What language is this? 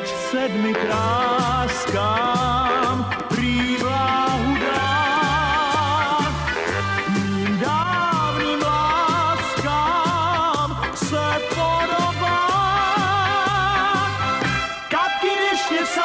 Czech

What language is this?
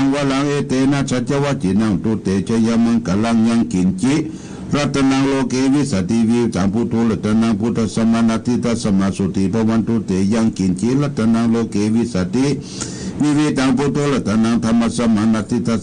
Pali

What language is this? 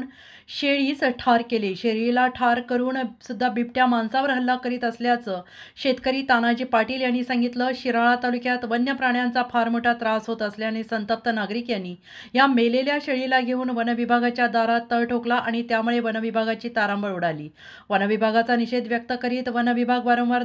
Marathi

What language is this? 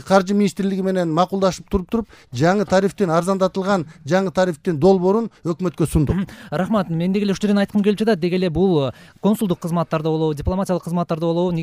Kyrgyz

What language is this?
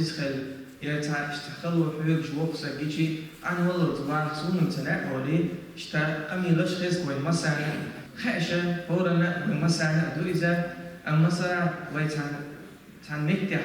Chechen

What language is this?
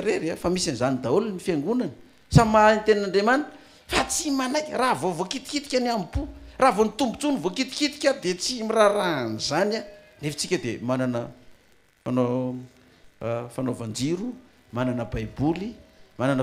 Malagasy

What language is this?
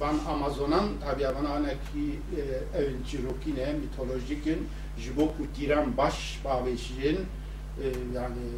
Kurdish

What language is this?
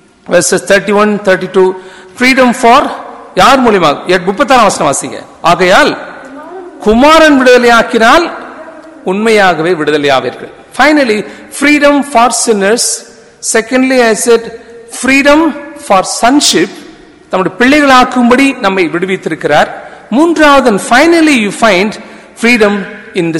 Tamil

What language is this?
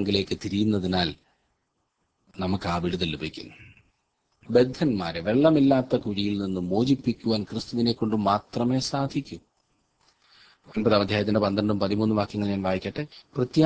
Malayalam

